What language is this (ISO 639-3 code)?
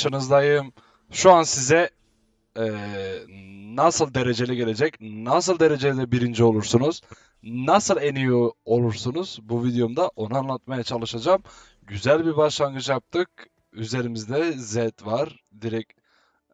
tur